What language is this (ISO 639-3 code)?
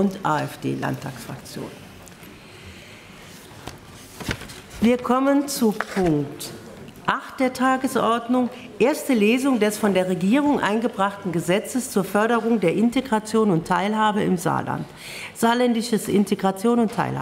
deu